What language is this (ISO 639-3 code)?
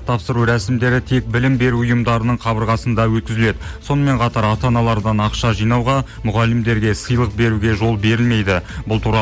kaz